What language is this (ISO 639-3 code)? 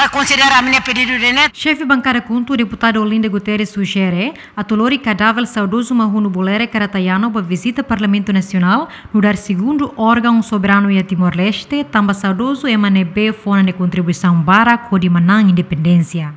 tet